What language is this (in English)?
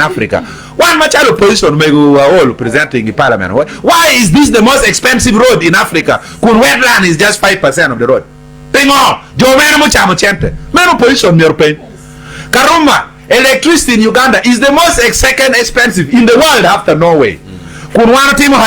Acoli